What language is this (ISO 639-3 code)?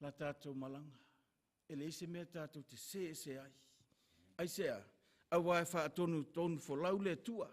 smo